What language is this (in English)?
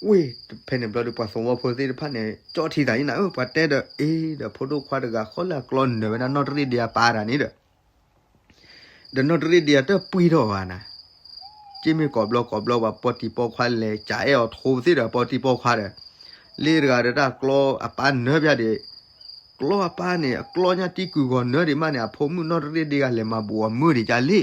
S'gaw Karen